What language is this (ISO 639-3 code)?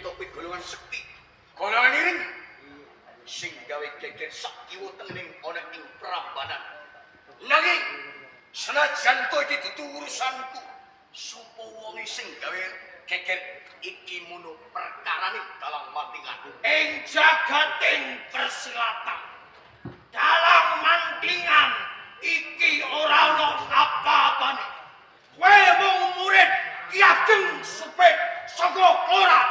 jav